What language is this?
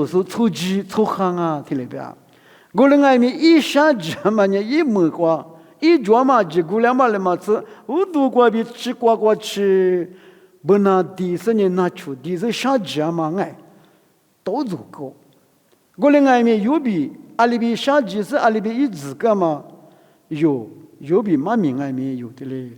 Lisu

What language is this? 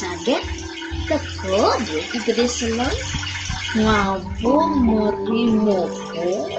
Balinese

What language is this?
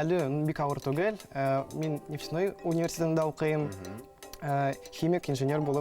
Bashkir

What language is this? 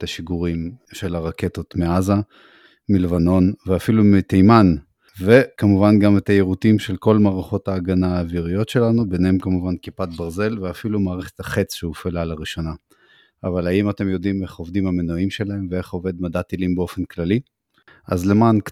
Hebrew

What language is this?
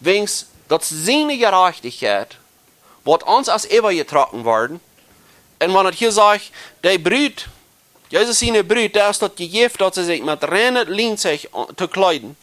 Plautdietsch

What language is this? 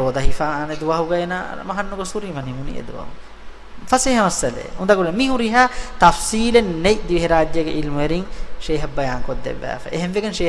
Divehi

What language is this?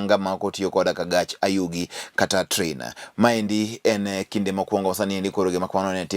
Luo (Kenya and Tanzania)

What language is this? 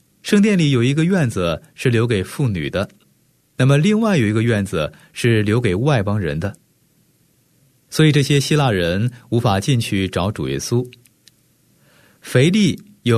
Chinese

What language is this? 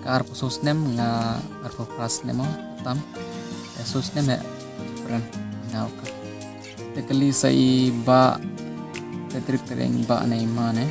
Khasi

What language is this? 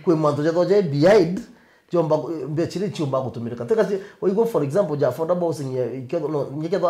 Meru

